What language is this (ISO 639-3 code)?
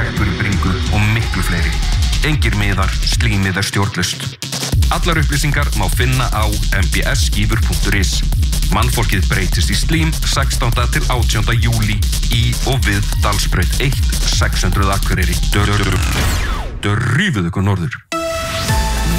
isl